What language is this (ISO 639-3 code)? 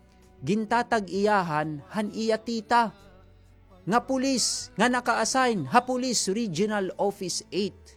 war